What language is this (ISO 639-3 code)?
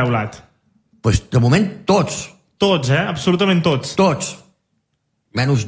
cat